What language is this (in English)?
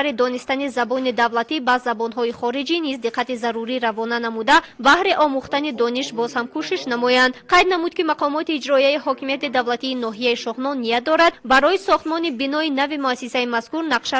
Tajik